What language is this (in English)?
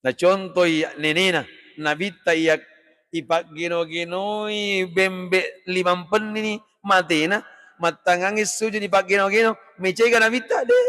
Buginese